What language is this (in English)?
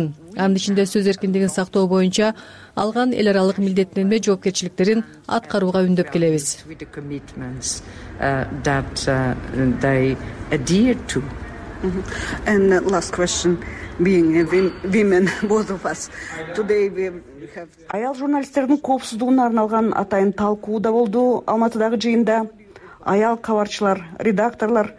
Kyrgyz